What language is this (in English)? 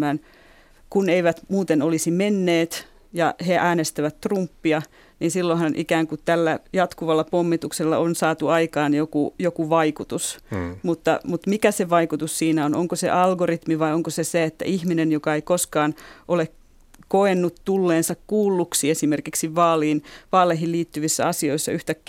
Finnish